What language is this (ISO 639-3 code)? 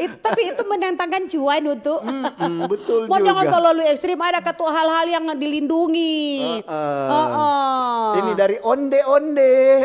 xmm